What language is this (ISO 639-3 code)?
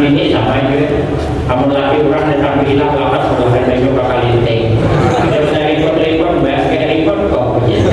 bjn